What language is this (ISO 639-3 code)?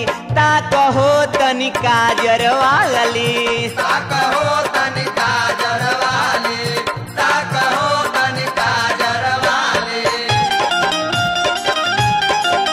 bho